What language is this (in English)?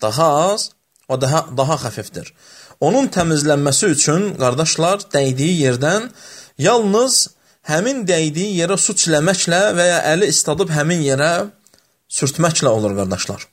Azerbaijani